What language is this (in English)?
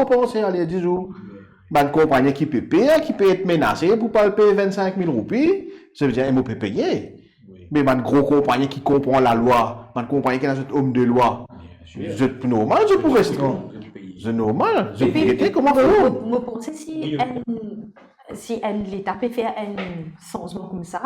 Morisyen